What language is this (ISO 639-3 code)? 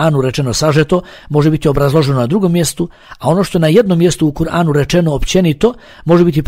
bos